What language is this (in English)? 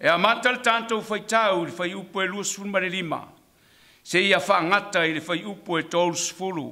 Samoan